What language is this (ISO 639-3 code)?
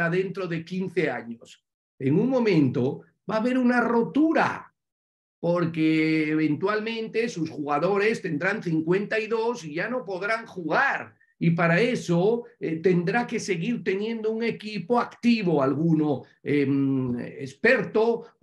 spa